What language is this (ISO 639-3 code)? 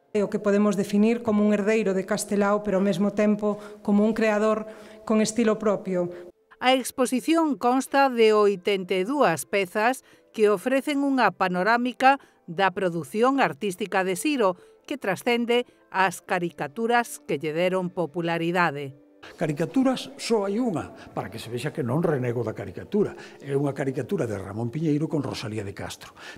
glg